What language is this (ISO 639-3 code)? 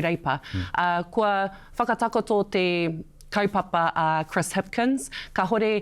mri